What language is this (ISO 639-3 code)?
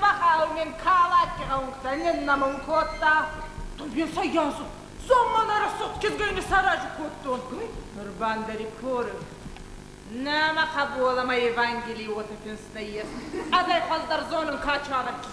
oss